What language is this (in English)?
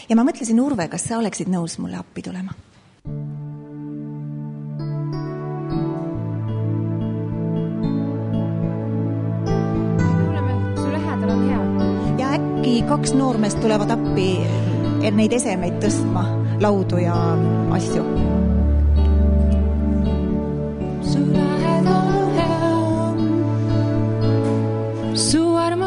Estonian